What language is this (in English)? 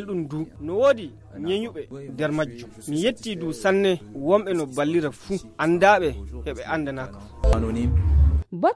Fula